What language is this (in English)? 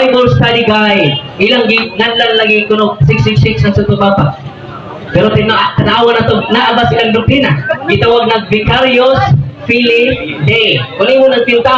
Cebuano